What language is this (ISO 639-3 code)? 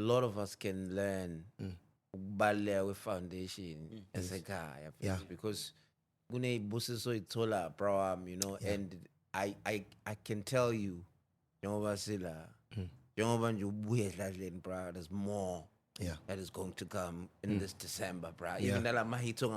zul